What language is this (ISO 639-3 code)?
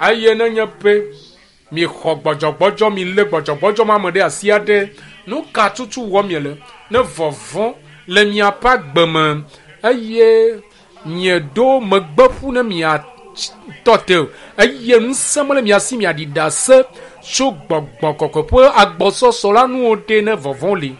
ewe